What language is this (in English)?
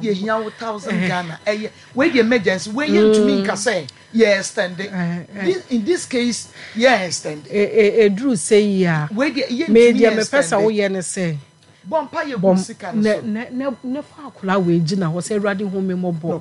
Akan